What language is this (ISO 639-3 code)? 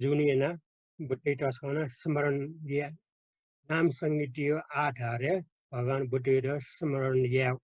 new